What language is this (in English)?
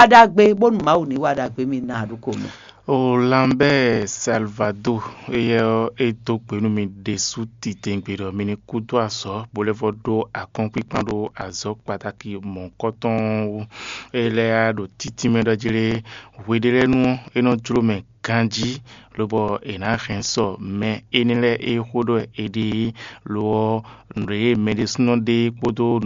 Fon